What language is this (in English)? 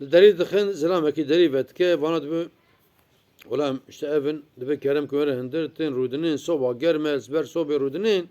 Kurdish